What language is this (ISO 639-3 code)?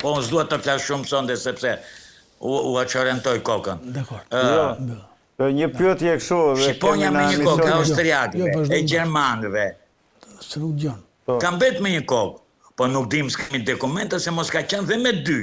sqi